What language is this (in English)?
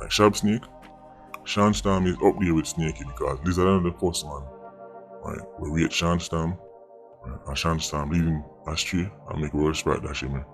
Jamaican Creole English